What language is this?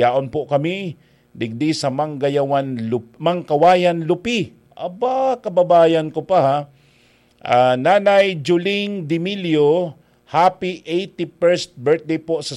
Bikol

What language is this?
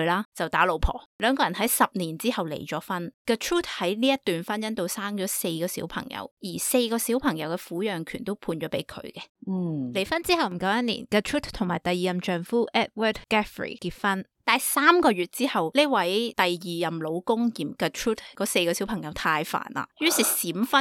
Cantonese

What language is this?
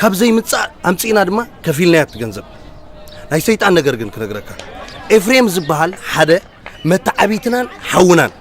Tigrinya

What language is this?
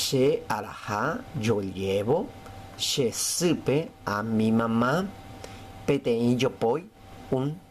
Guarani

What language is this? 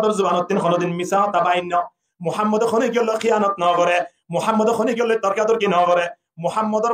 Rohingya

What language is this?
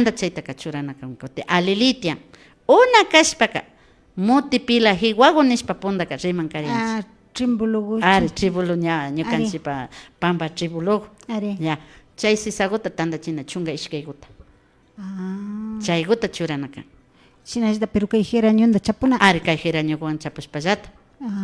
Imbabura Highland Quichua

